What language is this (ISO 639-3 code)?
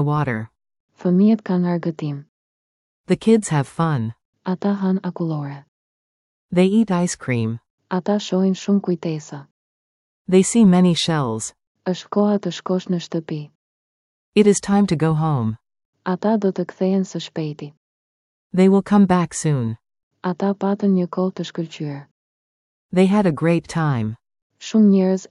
sqi